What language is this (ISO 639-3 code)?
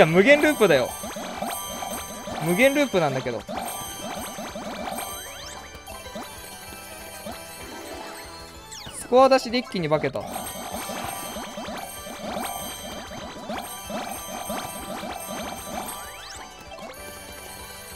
jpn